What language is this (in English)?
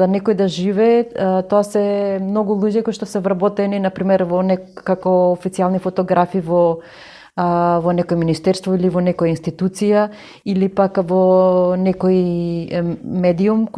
Macedonian